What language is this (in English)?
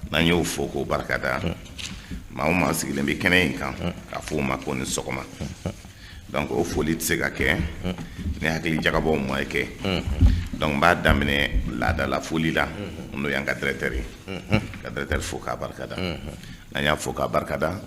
Bambara